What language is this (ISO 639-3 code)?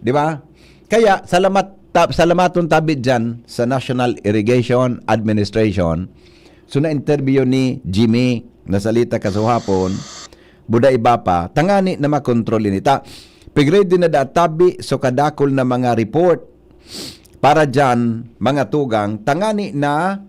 bik